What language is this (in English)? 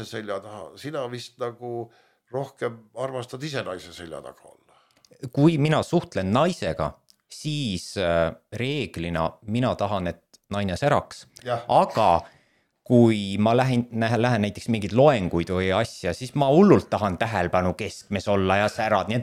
Estonian